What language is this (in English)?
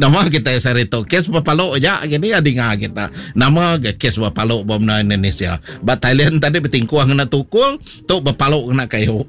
Iban